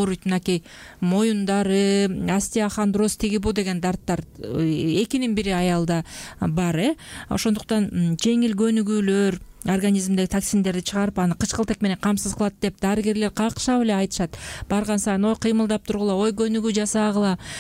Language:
Kyrgyz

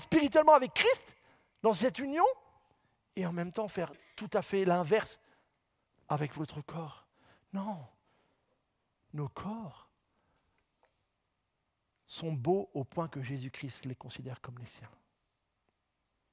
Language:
French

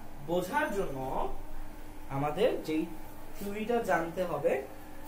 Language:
Bangla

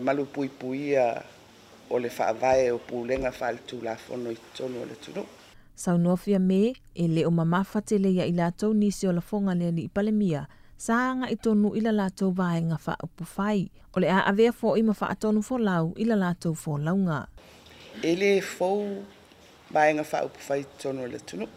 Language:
Samoan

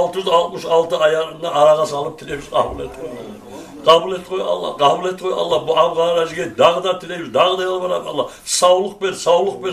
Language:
Kumyk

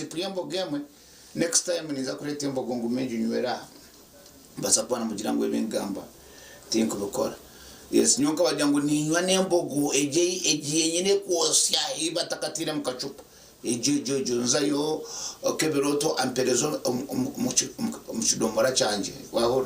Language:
Nyankole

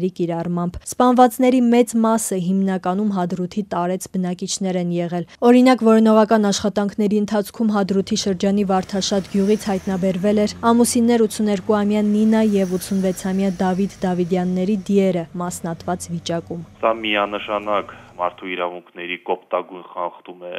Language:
Armenian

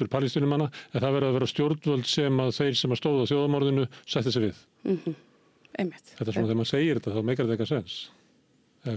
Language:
Icelandic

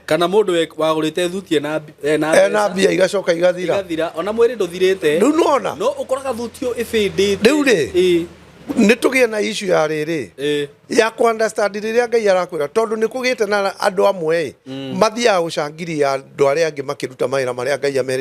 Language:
Kikuyu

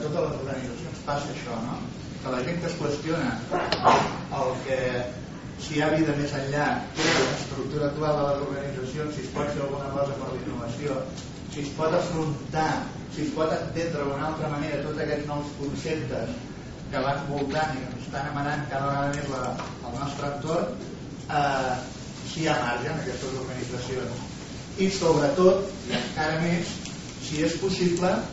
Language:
Catalan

